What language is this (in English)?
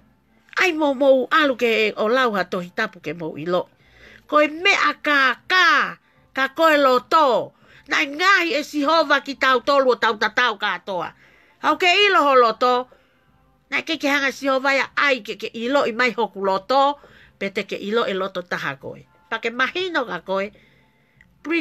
Tongan